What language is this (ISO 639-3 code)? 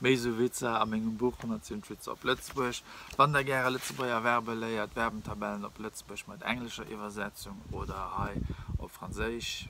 ltz